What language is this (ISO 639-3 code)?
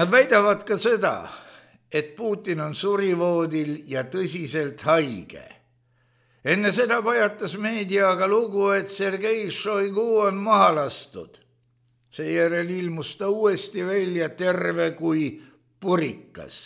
est